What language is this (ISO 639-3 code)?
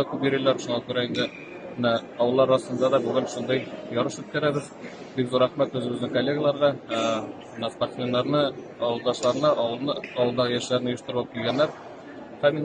tat